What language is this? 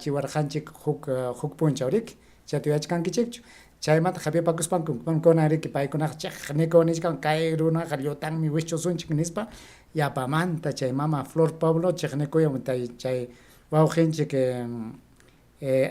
Ayacucho Quechua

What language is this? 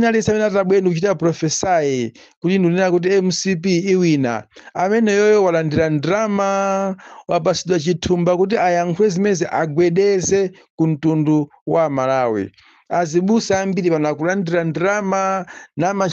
Nyanja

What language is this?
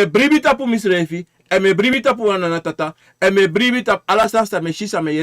Sranan Tongo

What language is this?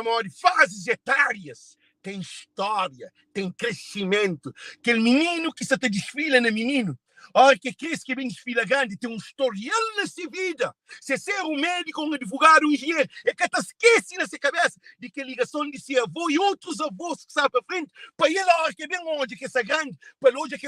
Kabuverdianu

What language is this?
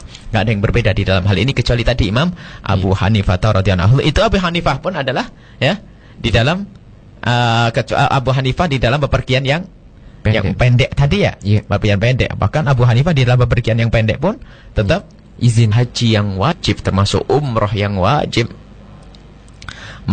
Indonesian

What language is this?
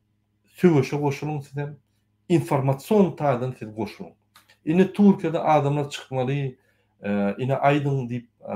Turkmen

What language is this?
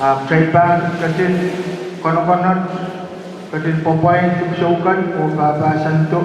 Pohnpeian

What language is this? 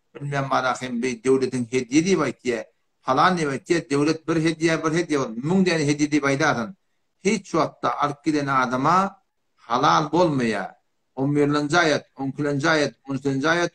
Turkmen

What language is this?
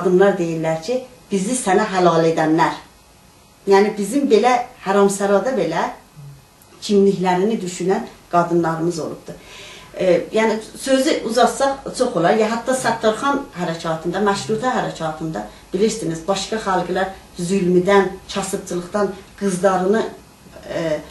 South Azerbaijani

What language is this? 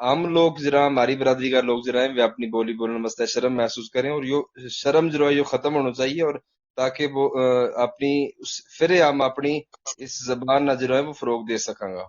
Gujari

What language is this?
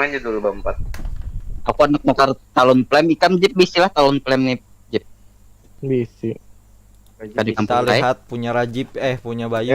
Banjar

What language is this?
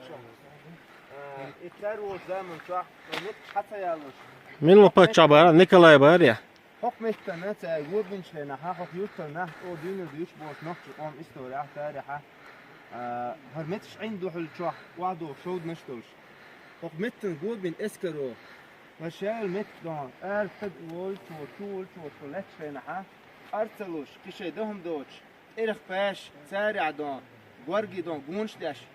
Chechen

